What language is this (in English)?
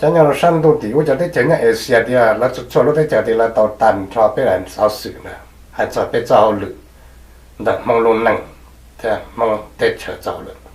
Hmong